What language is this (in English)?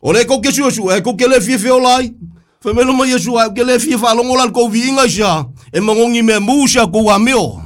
Samoan